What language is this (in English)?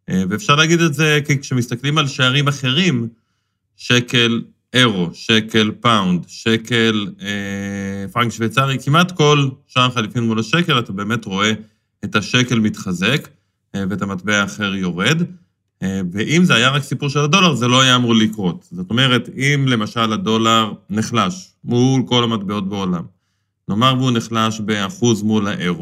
Hebrew